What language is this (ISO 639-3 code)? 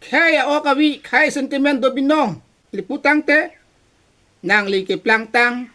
mjw